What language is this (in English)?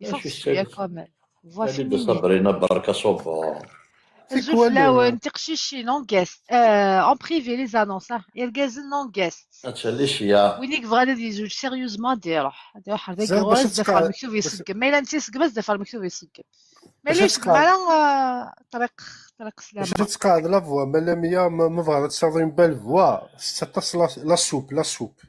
Kabyle